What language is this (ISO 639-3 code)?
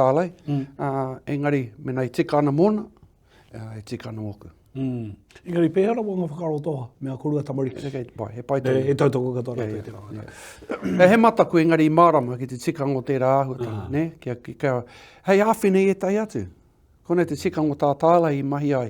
mri